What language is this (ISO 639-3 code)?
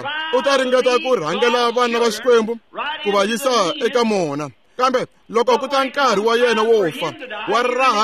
tso